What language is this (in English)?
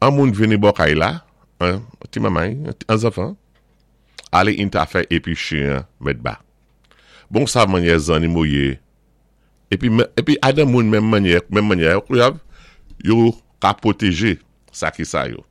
Saint Lucian Creole French